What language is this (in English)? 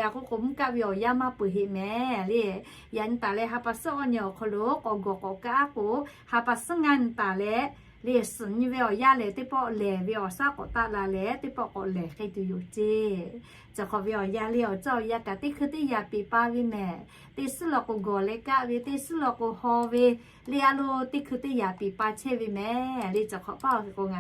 Lahu